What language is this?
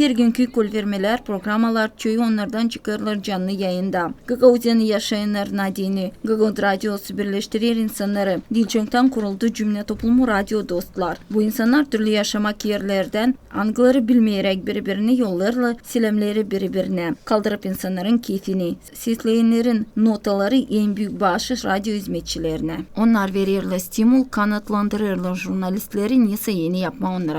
Gagauz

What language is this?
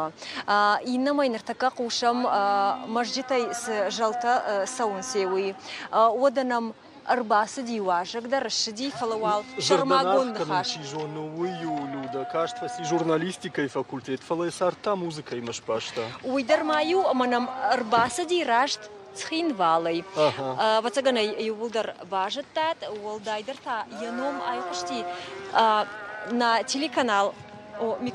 Ossetic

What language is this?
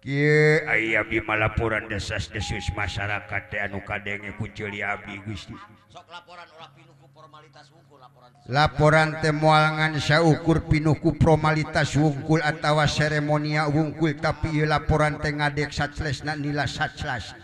Sundanese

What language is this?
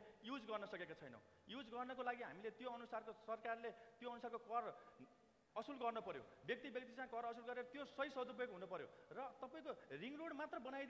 Nepali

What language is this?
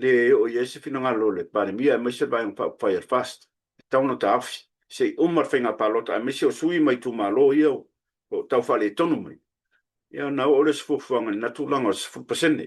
Samoan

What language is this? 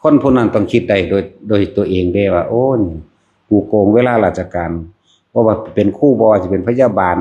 Lao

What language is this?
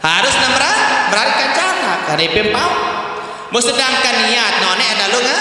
Sasak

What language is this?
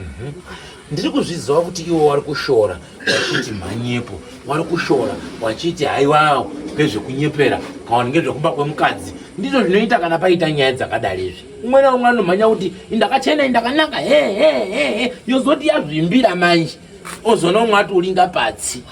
Shona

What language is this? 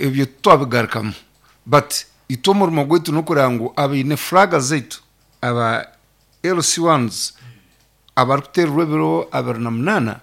Nyankole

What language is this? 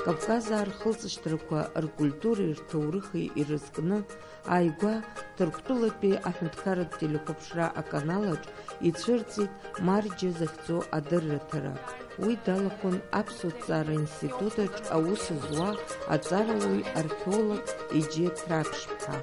Abkhazian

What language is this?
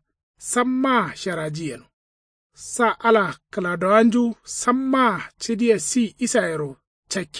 Kanuri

